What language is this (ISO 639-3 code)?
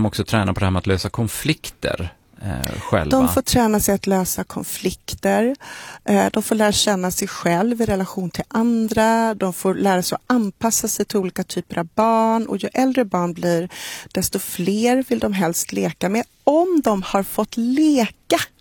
swe